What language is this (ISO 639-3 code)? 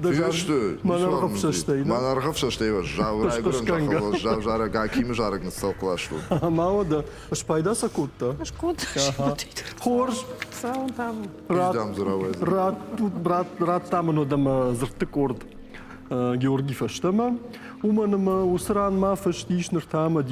oss